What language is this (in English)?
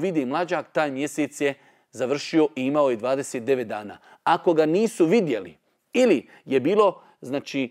Bosnian